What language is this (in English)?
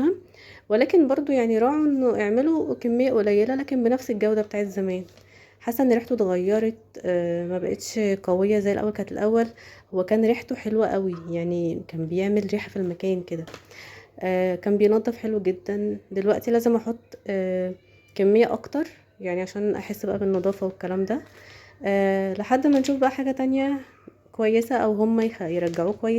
Egyptian Arabic